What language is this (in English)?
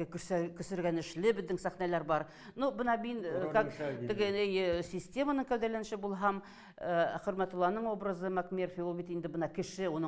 Bashkir